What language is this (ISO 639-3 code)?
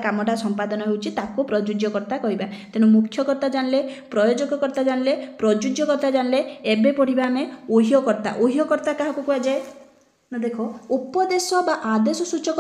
ori